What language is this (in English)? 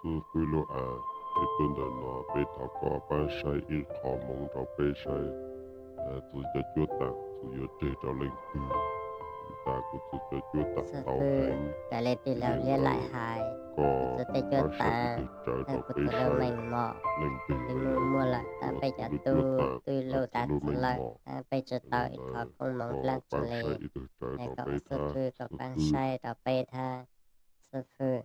Hmong